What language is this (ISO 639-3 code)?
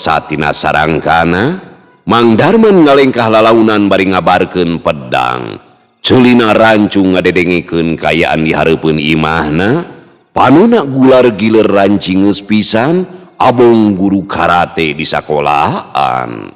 sun